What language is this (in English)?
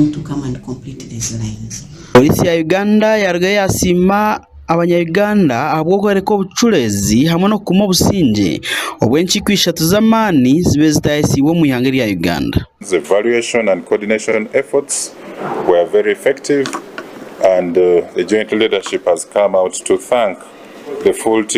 Nyankole